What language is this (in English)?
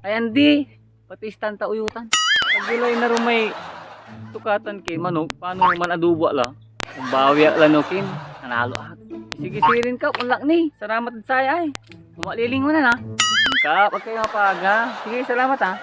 Pangasinan